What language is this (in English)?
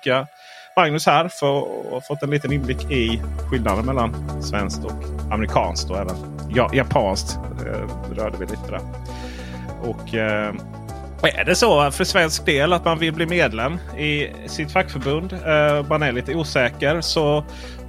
Swedish